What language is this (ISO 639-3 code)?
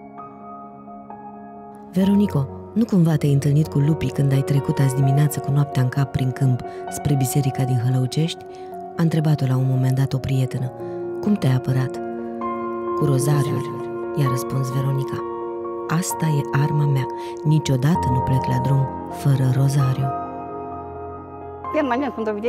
ron